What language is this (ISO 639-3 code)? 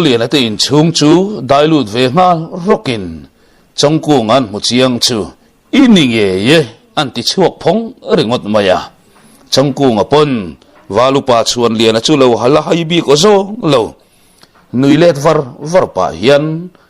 lus